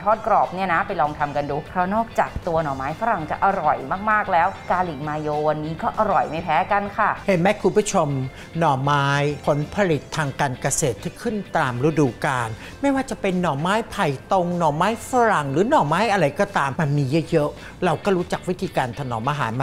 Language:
Thai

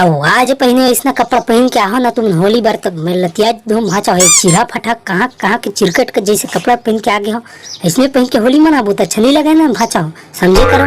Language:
Chhattisgarhi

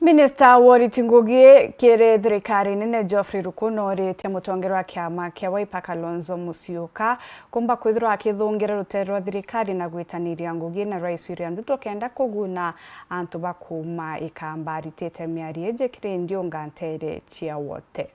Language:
Meru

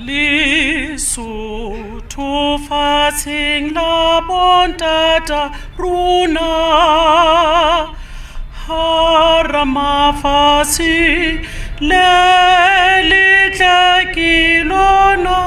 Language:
Southern Sotho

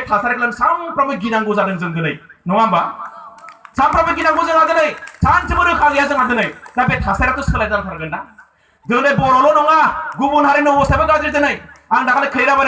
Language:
Bodo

